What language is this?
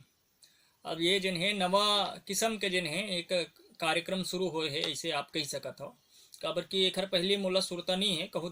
Chhattisgarhi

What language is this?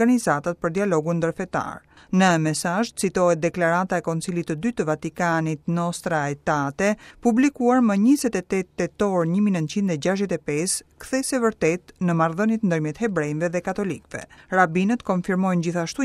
Albanian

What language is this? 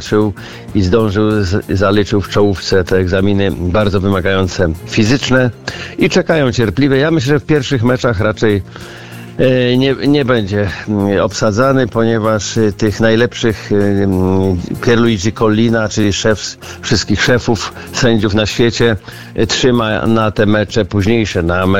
Polish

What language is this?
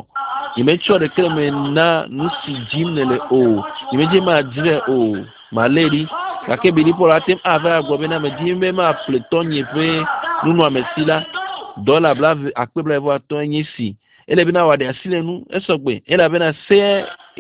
Ewe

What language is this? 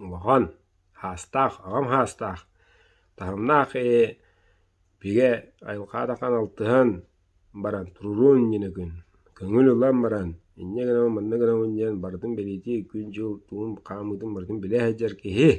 Yakut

